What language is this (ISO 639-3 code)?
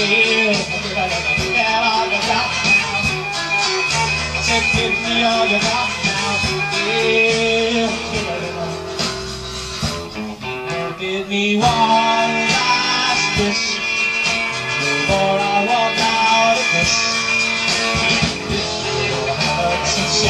eng